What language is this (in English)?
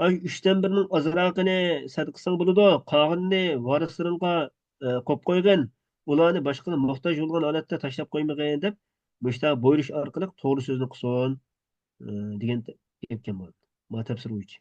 Uyghur